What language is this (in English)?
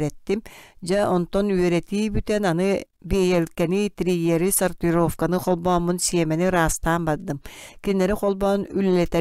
Yakut